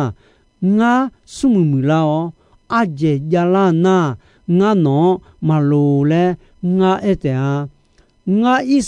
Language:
Akha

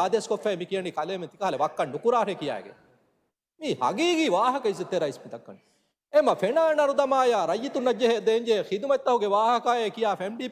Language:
Divehi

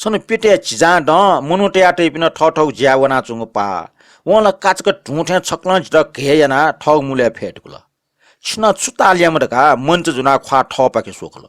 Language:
Newari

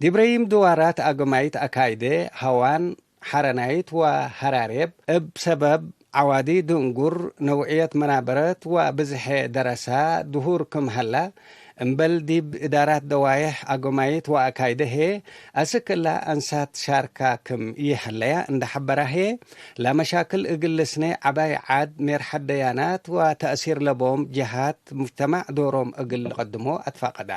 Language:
Tigre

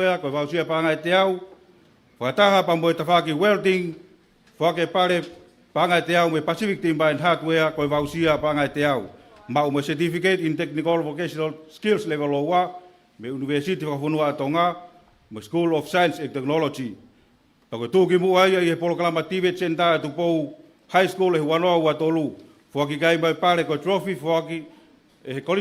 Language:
Tongan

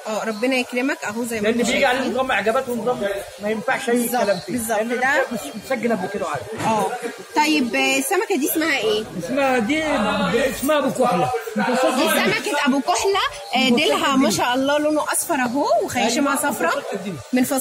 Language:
Egyptian Arabic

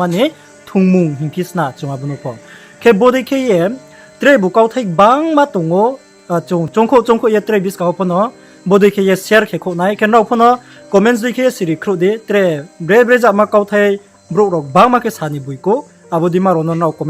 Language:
Riang (India)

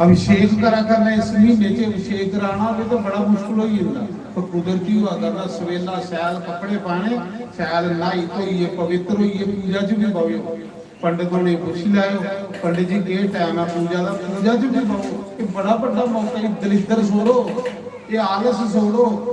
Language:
Dogri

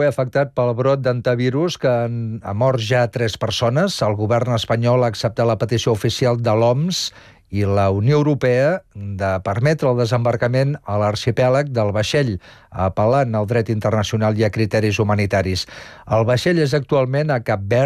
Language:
Catalan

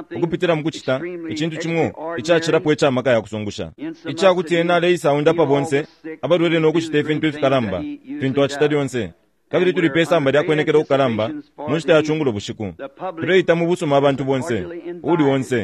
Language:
Bemba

